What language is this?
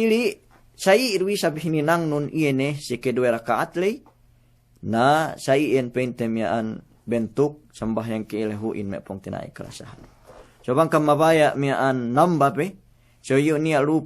Yakan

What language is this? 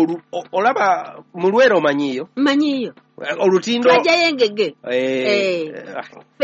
Ganda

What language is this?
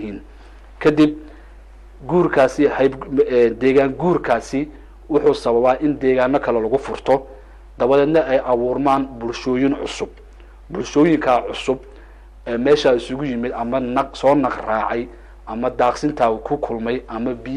Somali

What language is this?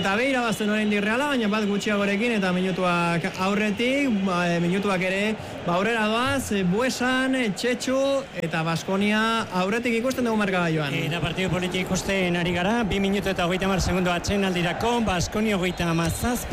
Basque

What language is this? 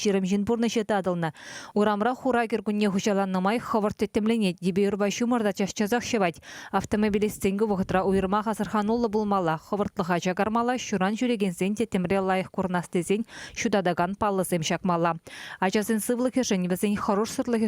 Chuvash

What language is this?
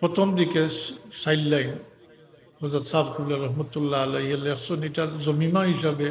Sylheti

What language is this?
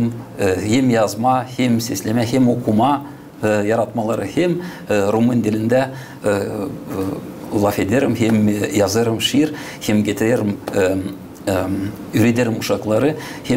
Gagauz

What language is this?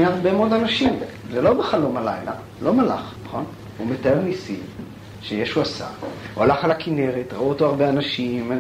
Hebrew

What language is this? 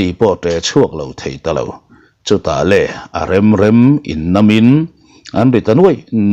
Mizo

